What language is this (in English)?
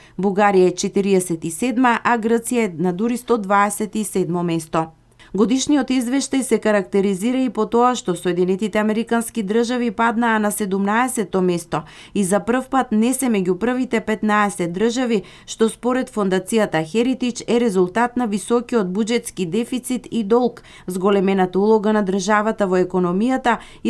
Macedonian